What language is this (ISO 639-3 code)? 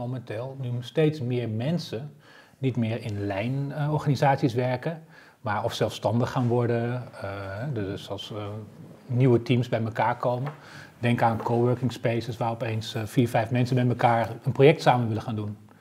nld